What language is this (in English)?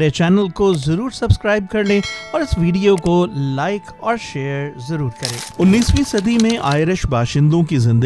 Urdu